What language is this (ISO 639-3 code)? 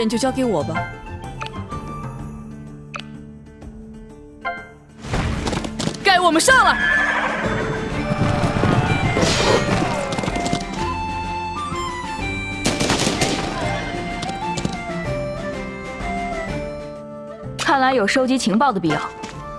zho